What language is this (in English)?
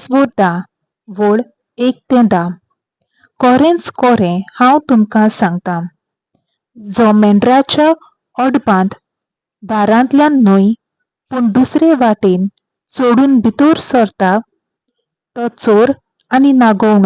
Konkani